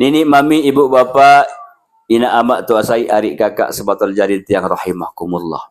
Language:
Sasak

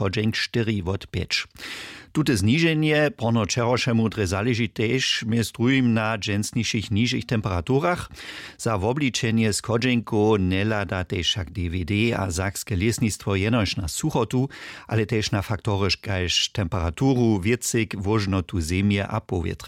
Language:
Upper Sorbian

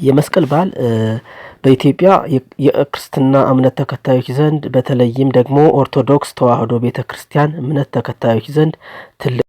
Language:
Amharic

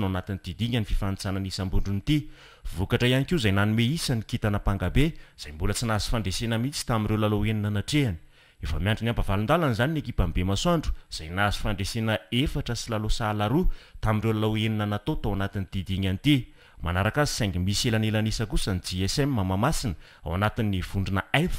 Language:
Malagasy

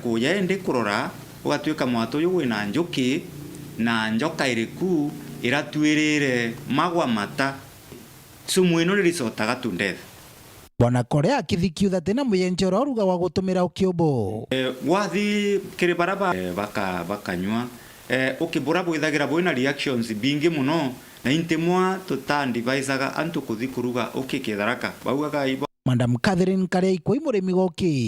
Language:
Meru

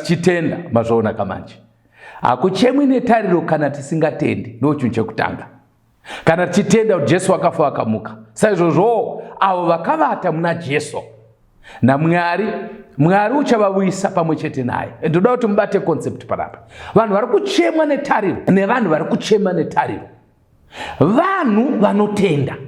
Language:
Shona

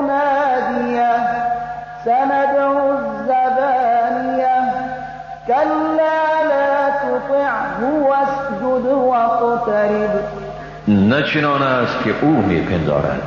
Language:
Persian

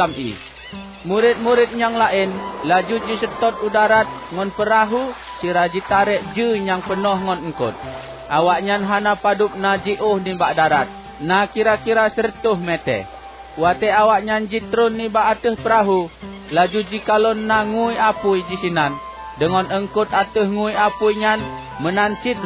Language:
Achinese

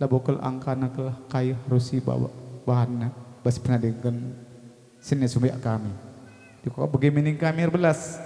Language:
Batak Karo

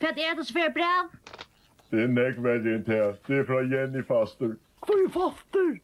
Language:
Faroese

